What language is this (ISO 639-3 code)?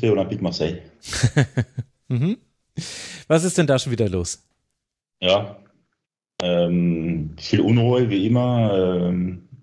deu